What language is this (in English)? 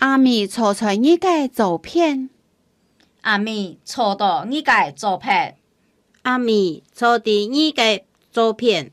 Hakka Chinese